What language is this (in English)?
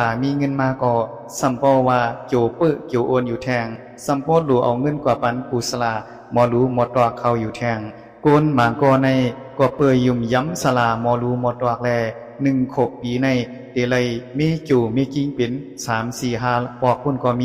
Shan